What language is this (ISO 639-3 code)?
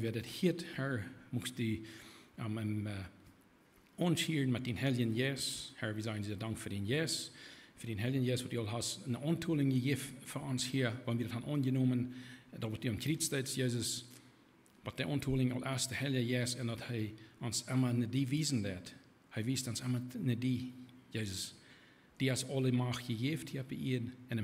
pdt